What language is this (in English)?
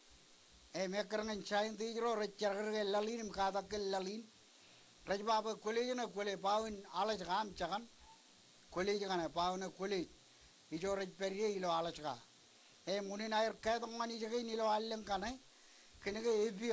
Marshallese